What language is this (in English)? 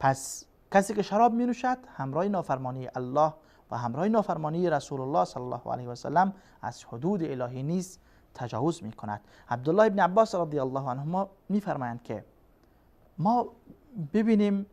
Persian